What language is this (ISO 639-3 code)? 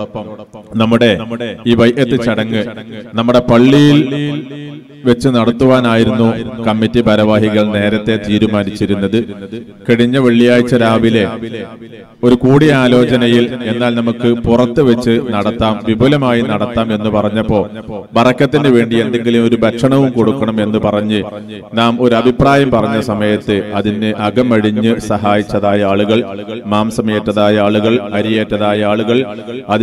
mal